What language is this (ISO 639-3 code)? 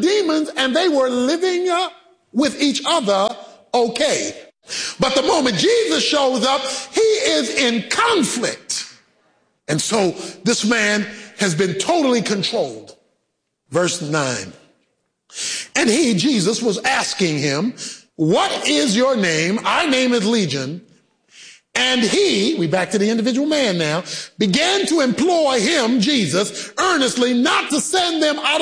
eng